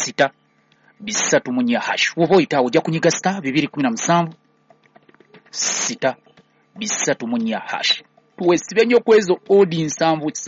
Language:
Ganda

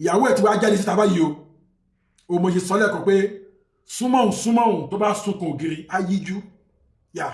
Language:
Yoruba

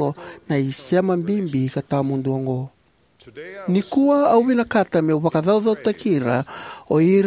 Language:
Fijian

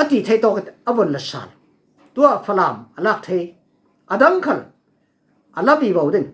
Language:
Falam Chin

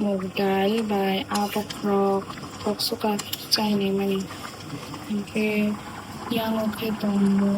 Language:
Kok Borok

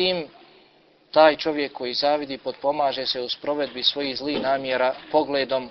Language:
Bosnian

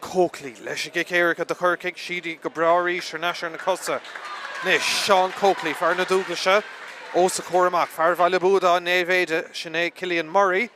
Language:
Irish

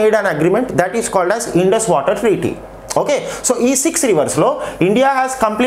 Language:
Telugu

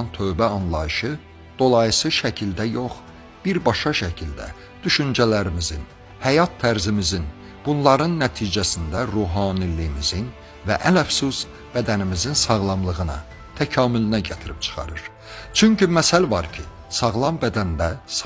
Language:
Azerbaijani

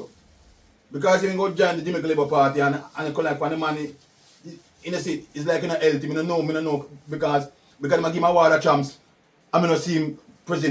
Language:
Jamaican Creole English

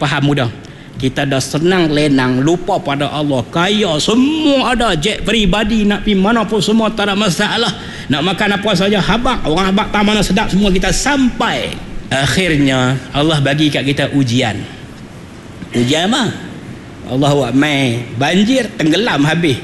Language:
Malay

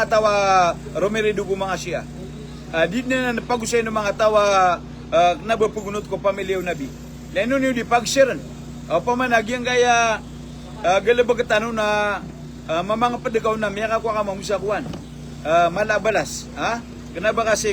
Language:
Maranao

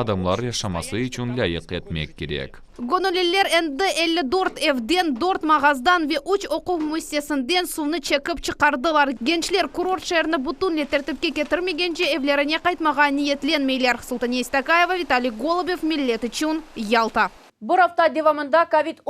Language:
Crimean Tatar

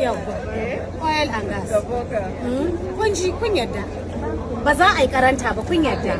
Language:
Hausa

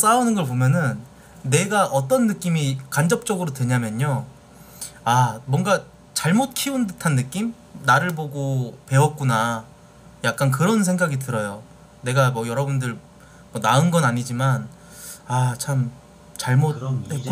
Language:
Korean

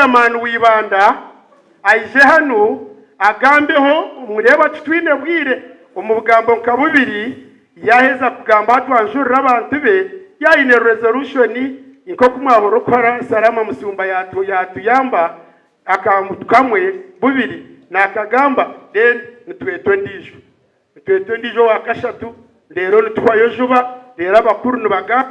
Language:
Nyankole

